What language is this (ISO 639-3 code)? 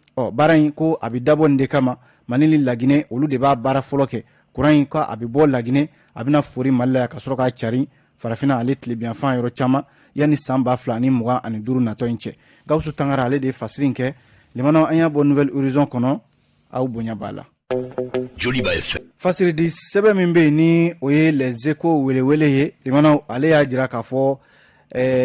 bam